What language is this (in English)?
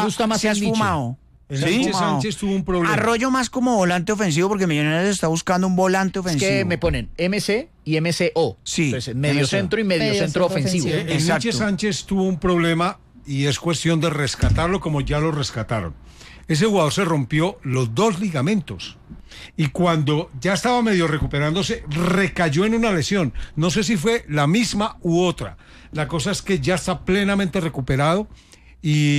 Spanish